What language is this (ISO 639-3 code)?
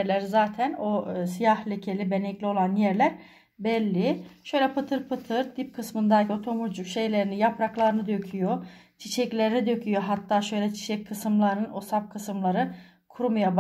tur